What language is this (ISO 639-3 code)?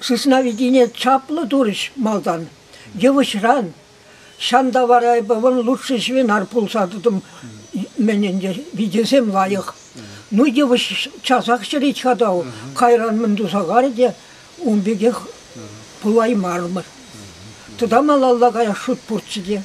chv